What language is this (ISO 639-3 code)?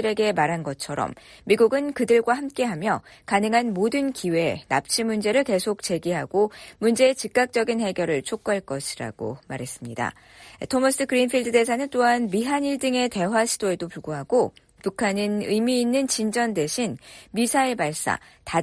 kor